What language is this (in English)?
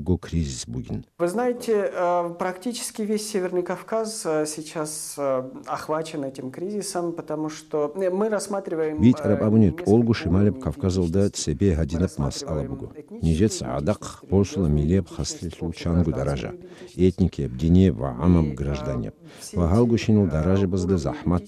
Avaric